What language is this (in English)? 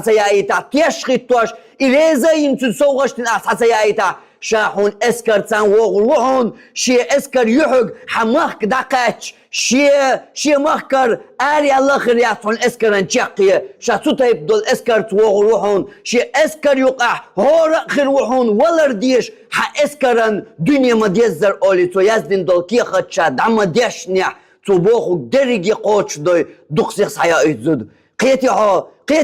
Chechen